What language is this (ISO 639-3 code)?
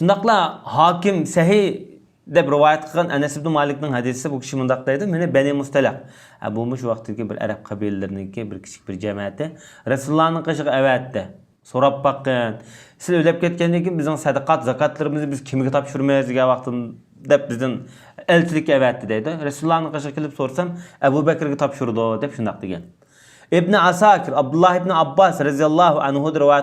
uig